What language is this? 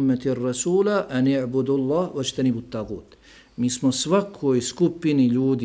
Bosnian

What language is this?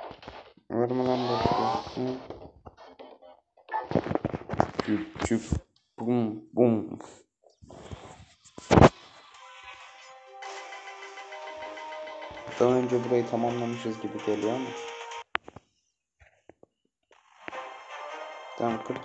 Turkish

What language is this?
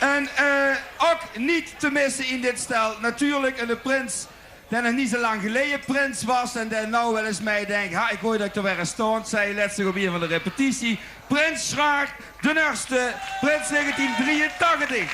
Limburgish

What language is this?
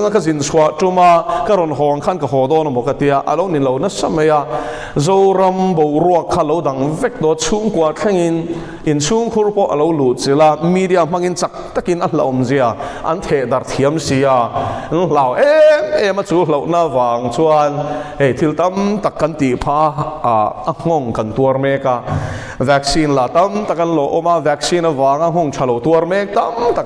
Mizo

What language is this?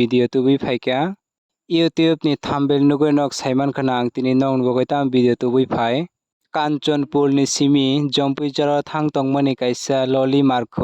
Kok Borok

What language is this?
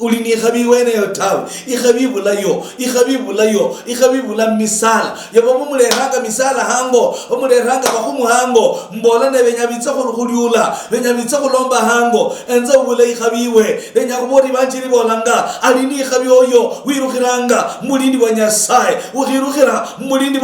Luyia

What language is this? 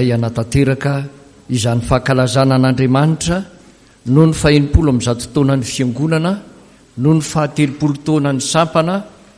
Malagasy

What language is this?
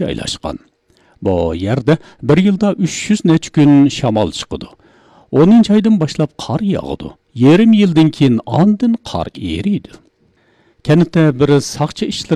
Uyghur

